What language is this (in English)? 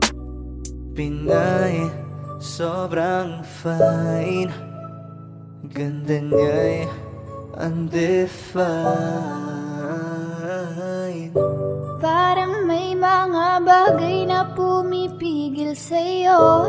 Filipino